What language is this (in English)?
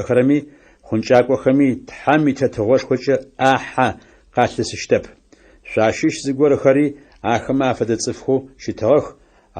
Adyghe